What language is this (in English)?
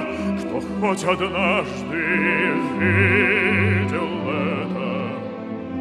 Russian